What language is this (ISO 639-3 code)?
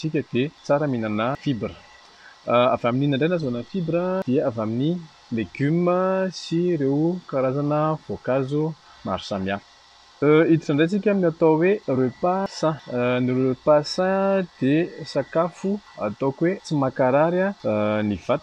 mlg